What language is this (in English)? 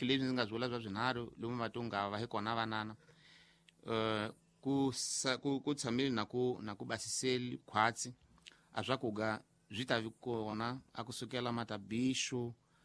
Tsonga